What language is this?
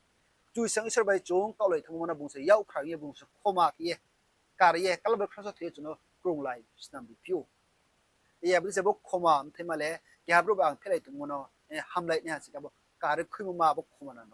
Riang (India)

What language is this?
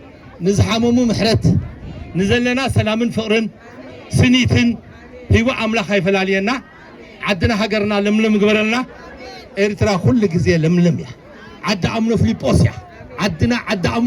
Tigrinya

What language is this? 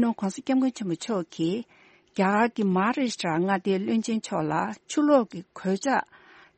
Tibetan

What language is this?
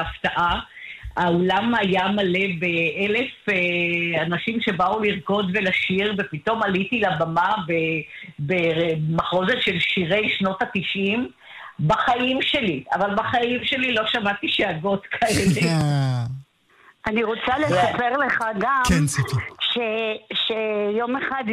Hebrew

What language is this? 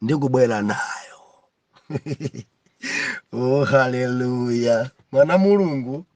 Nyanja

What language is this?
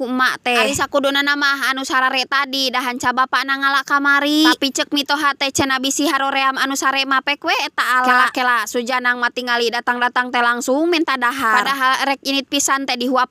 Sundanese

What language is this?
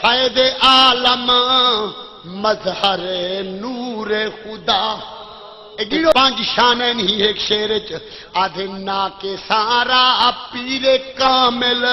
Saraiki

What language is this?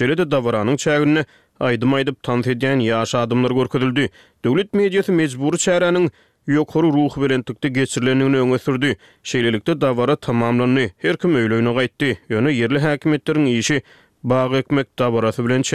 Turkmen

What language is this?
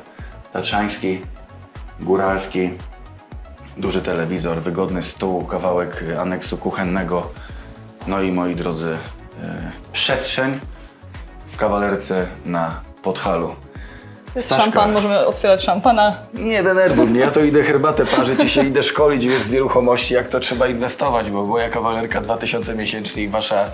Polish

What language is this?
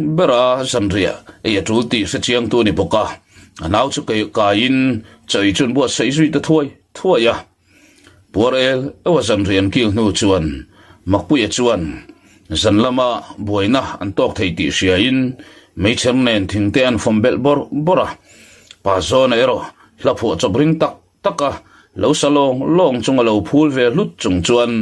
Mizo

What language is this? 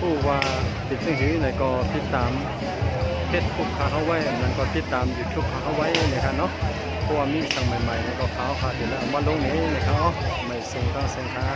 Shan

